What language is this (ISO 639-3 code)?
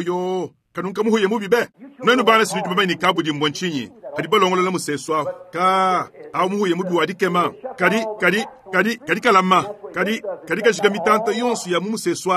lua